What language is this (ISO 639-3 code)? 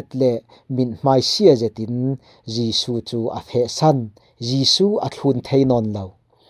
cfm